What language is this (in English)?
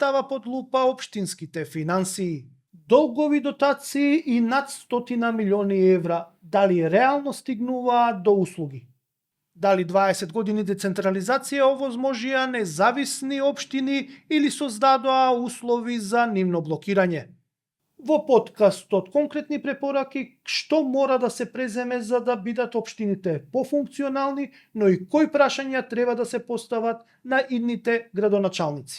Macedonian